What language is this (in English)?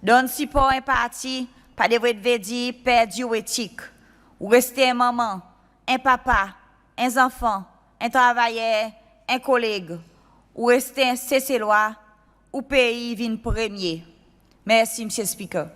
Seselwa Creole French